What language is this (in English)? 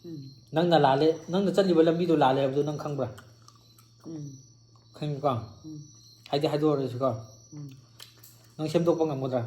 Manipuri